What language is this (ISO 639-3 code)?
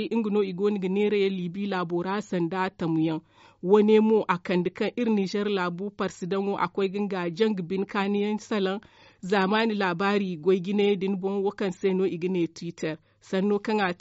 dje